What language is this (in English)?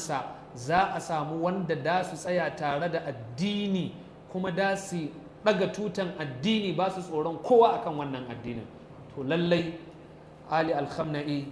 Hausa